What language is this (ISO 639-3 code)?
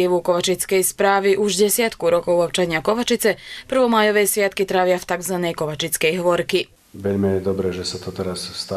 slk